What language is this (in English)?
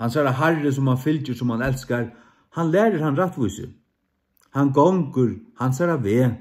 Faroese